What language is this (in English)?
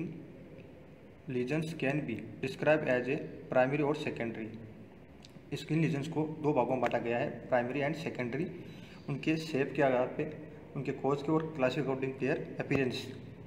Hindi